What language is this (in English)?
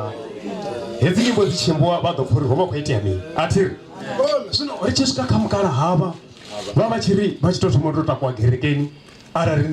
Venda